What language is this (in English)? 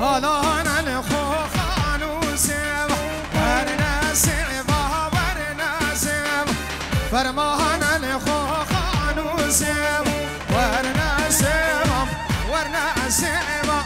Kurdish